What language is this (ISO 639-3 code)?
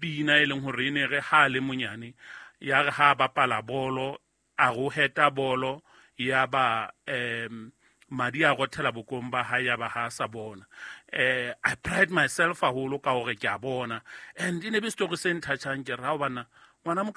sot